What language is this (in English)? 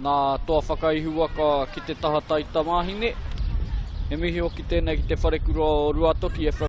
Māori